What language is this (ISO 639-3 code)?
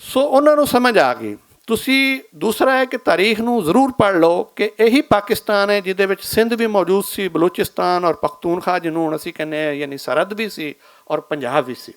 lah